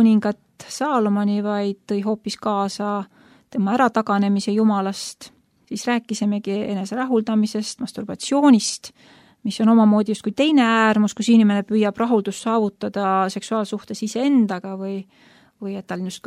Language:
Estonian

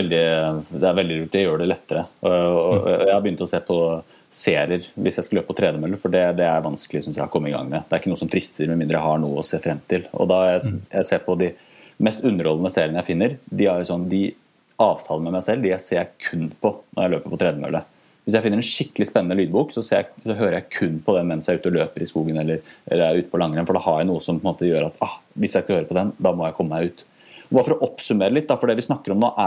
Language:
Norwegian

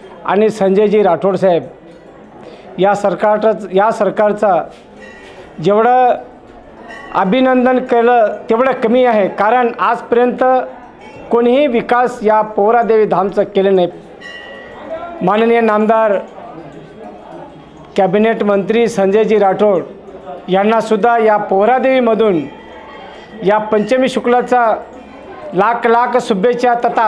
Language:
Marathi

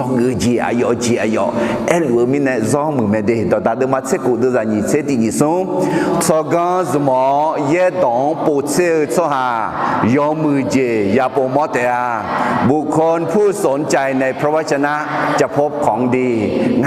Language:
Akha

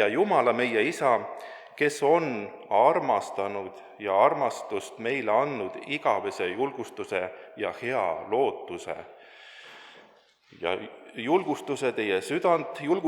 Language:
Estonian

